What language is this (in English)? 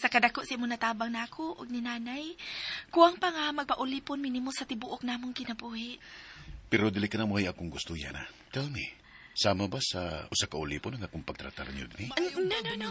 Cebuano